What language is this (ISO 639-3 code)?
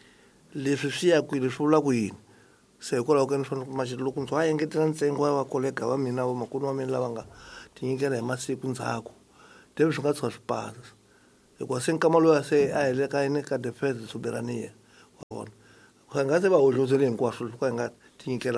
tso